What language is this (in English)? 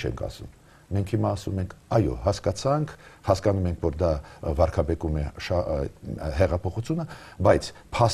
Armenian